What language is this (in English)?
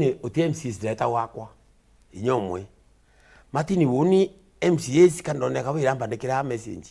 Meru